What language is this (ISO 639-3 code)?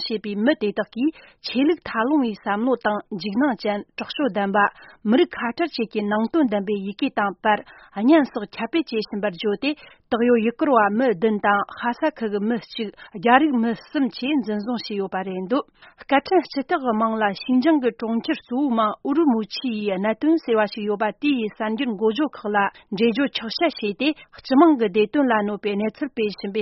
bod